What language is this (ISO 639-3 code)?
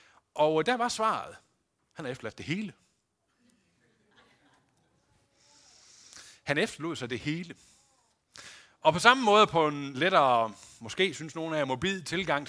dan